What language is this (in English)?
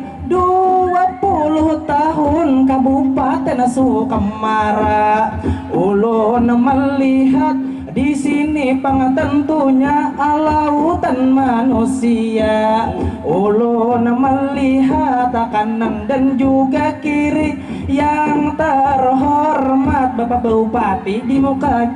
Banjar